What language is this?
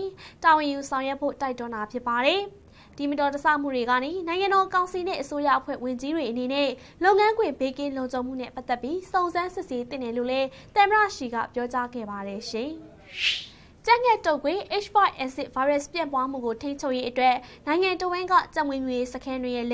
Burmese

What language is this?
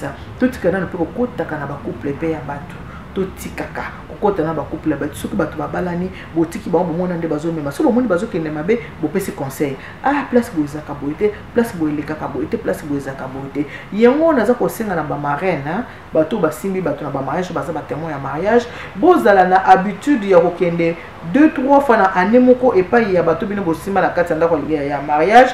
Lingala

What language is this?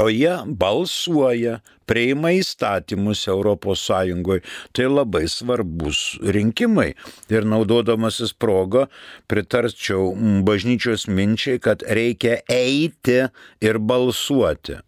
Lithuanian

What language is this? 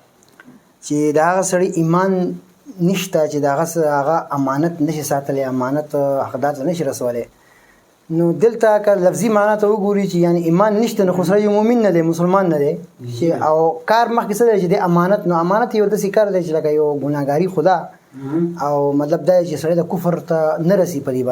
Pashto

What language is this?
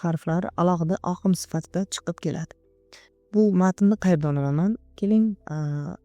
Uzbek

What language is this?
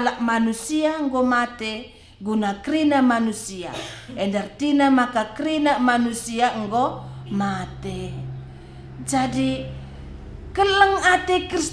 Batak Karo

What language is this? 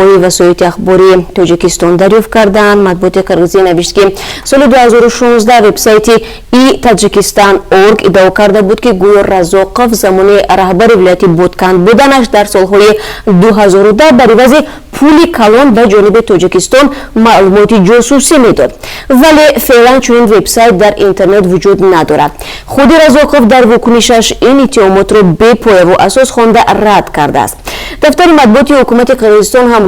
Tajik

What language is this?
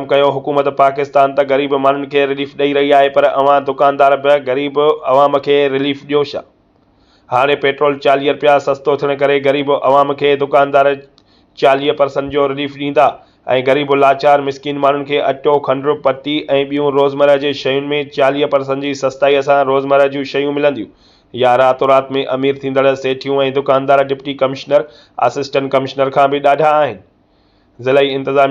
Sindhi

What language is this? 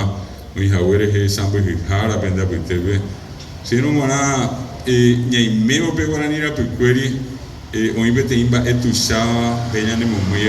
Guarani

